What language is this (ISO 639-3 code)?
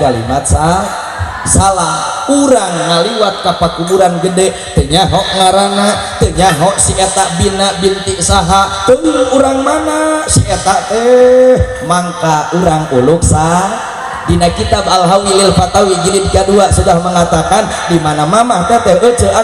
sun